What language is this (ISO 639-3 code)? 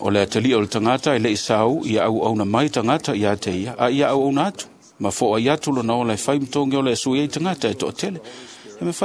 smo